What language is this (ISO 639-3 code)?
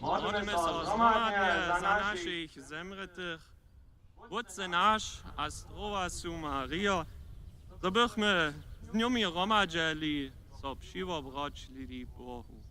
hsb